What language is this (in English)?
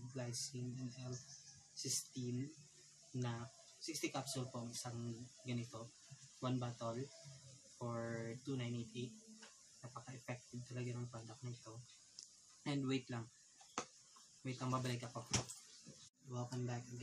Filipino